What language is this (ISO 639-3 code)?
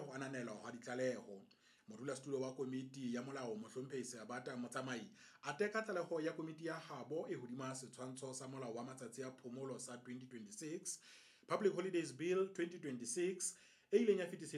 sot